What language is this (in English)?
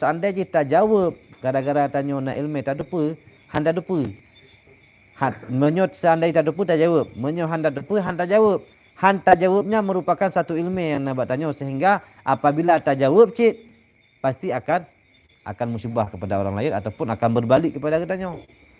Achinese